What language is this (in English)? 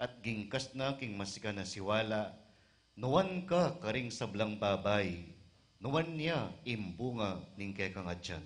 Pampanga